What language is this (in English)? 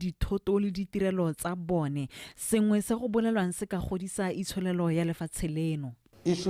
Tswana